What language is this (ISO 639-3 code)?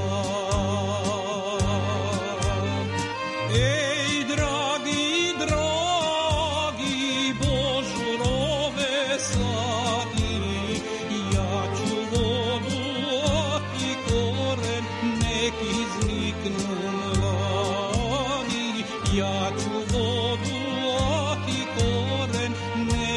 srp